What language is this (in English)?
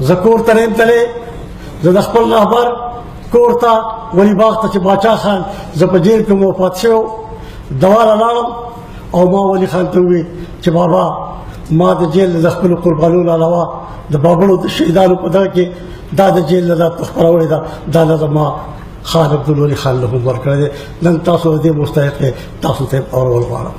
Pashto